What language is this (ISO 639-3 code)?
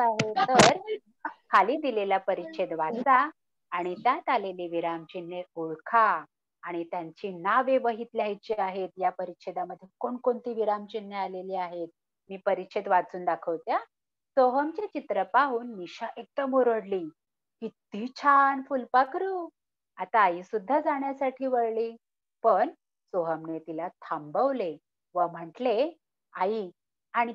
mar